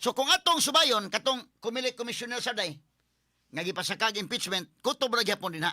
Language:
Cebuano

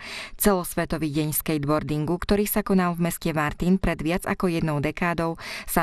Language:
Slovak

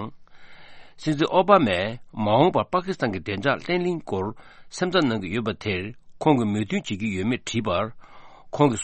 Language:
Tibetan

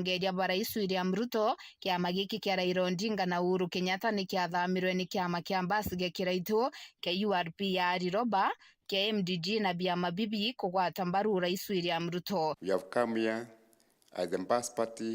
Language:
Meru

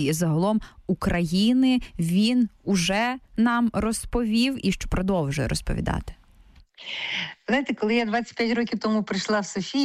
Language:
Ukrainian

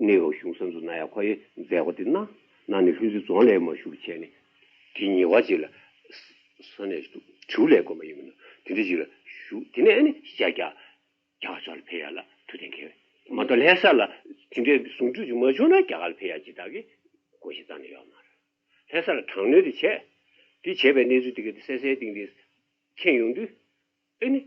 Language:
Tibetan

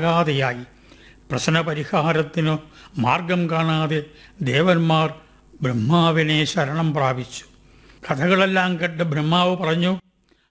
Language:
Malayalam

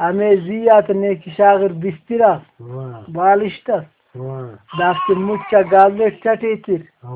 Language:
Brahui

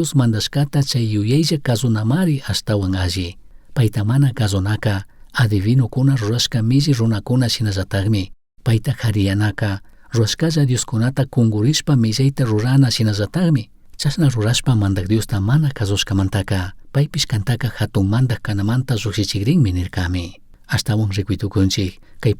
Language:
Chimborazo Highland Quichua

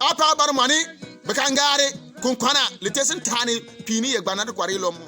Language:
Bimoba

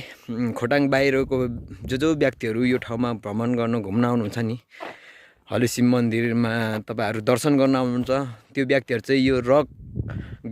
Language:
Nepali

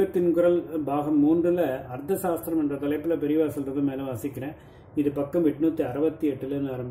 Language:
Tamil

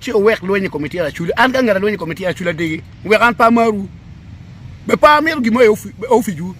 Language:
Acoli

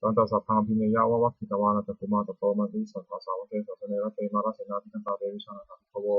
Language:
Pali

